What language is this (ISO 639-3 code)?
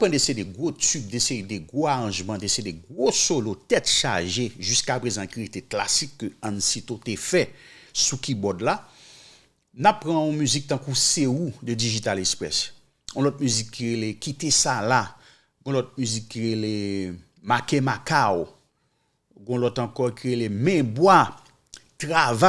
hat